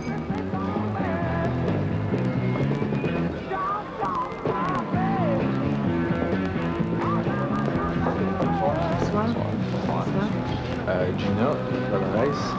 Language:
French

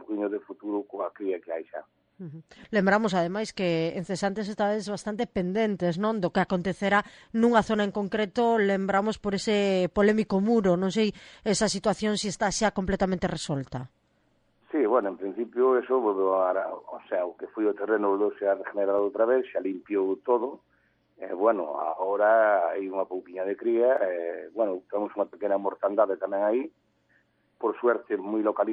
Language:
Galician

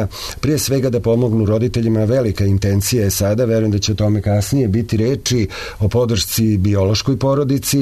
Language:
Serbian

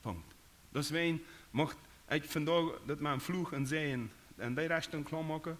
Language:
Plautdietsch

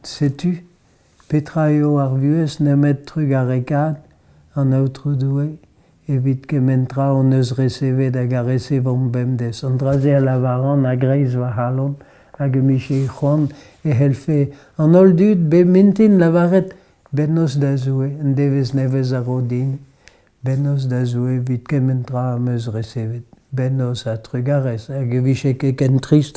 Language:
Breton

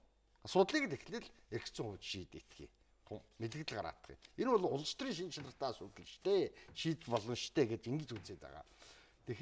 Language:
Mongolian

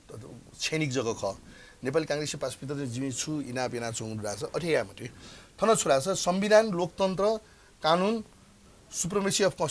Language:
Newari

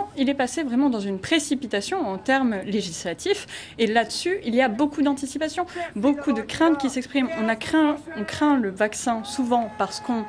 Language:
French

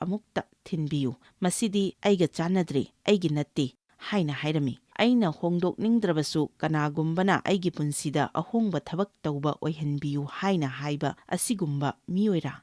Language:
Manipuri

